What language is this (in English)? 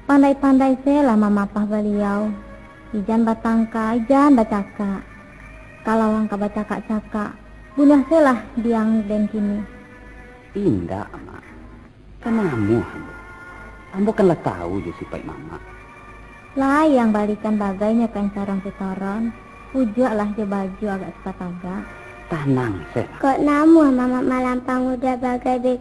Minangkabau